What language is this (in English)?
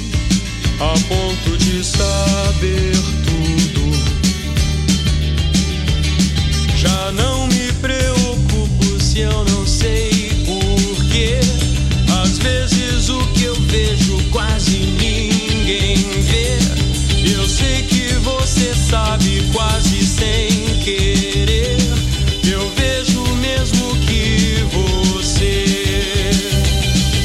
Portuguese